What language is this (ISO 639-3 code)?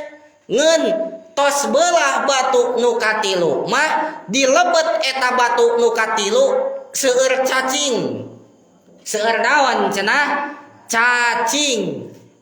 sun